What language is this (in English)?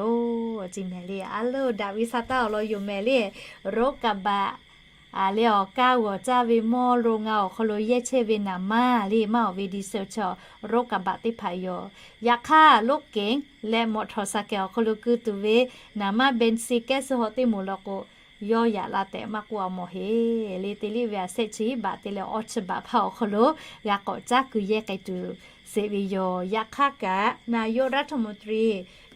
Lahu